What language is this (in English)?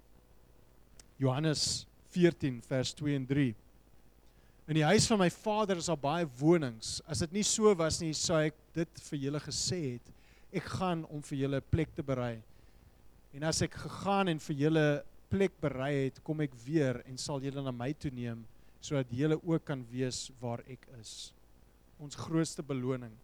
Afrikaans